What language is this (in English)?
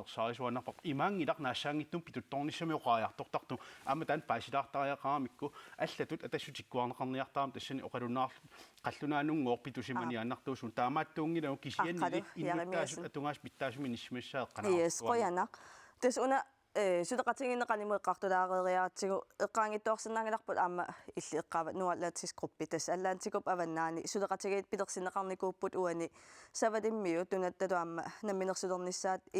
Kalaallisut